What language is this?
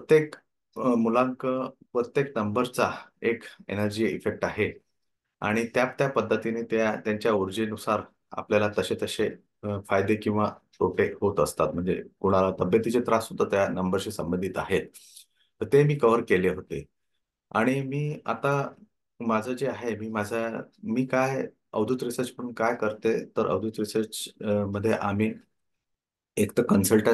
Marathi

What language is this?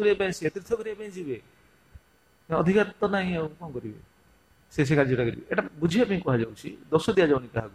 Odia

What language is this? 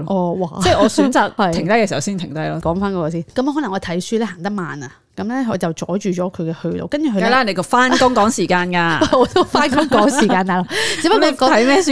Cantonese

